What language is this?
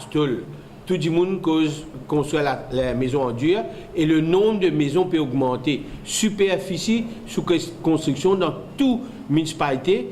Morisyen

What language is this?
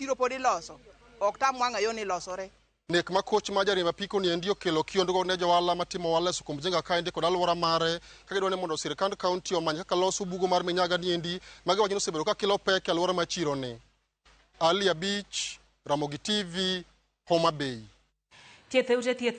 Luo (Kenya and Tanzania)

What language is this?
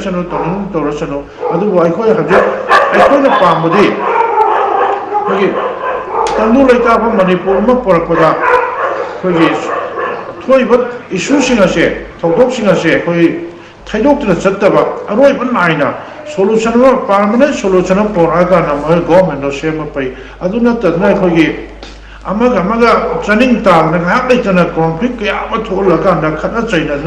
Manipuri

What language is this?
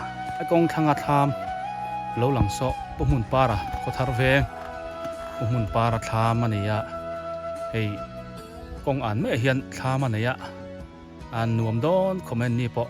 Biete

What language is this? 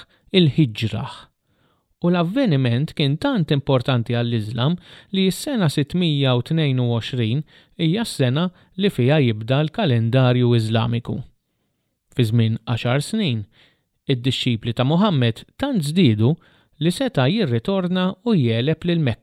Maltese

